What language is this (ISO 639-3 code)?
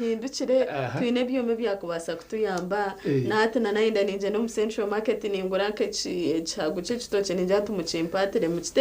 nyn